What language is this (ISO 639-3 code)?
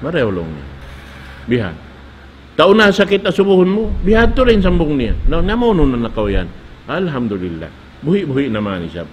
tsg